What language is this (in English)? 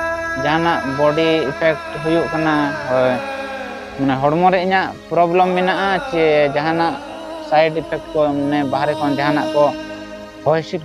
Santali